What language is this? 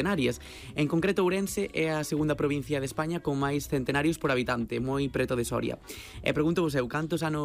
Galician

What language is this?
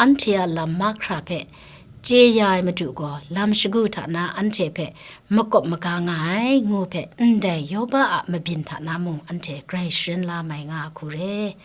Kachin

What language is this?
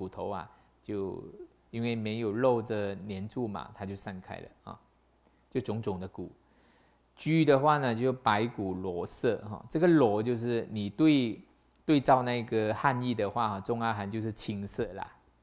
Chinese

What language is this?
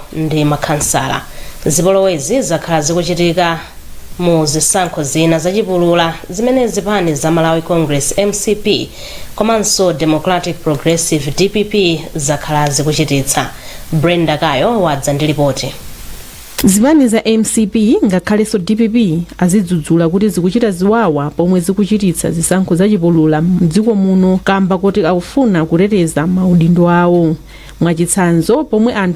Nyanja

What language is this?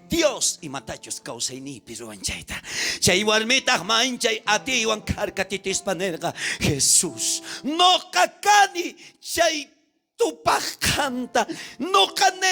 South Bolivian Quechua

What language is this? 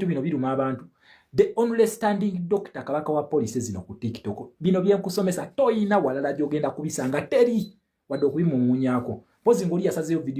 Ganda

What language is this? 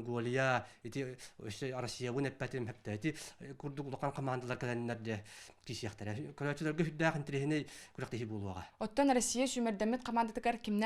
Yakut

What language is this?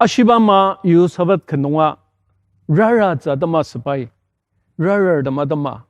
Ao Naga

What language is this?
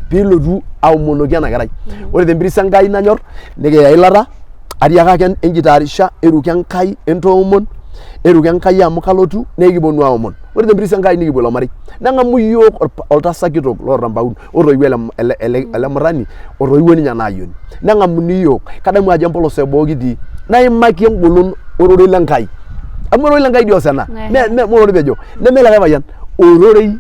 Masai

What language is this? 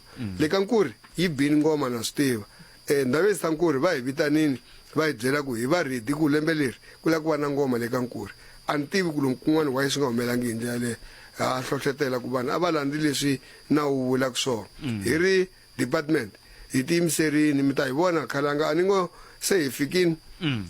Tsonga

